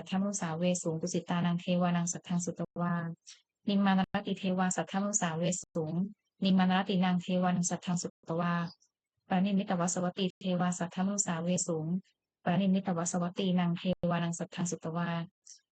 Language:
Pali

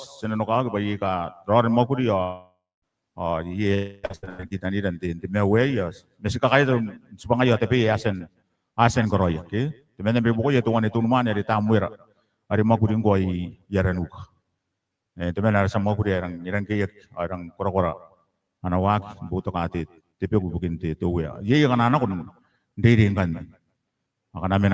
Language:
Gilbertese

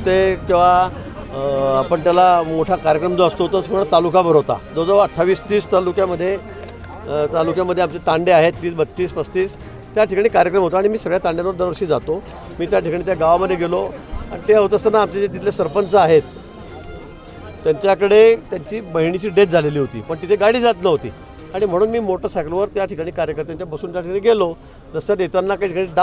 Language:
Marathi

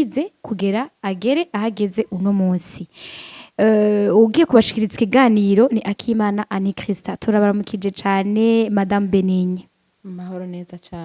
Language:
Rundi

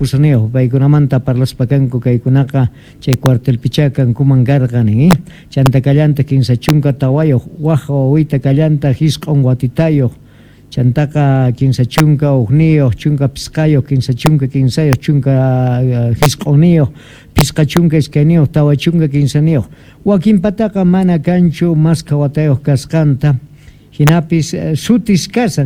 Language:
South Bolivian Quechua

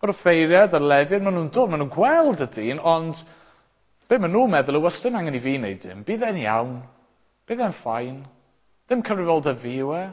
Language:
Welsh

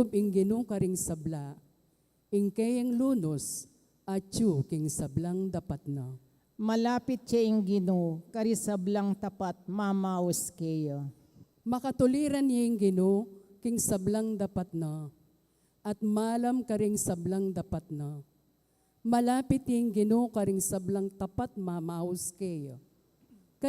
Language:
Pampanga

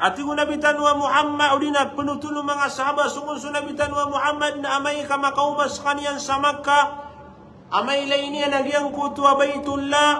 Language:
Maranao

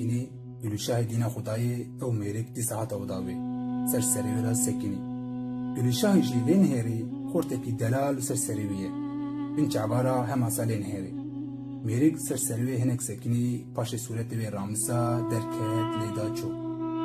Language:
Kurdish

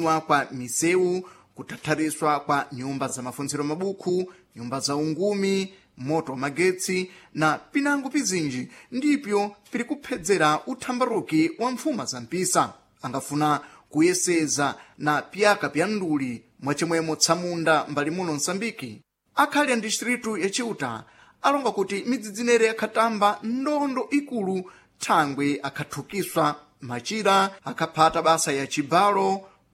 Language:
Sena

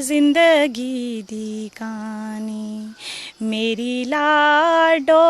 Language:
Dogri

